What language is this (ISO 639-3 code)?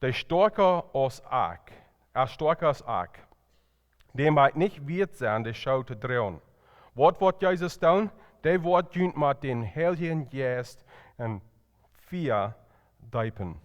pdt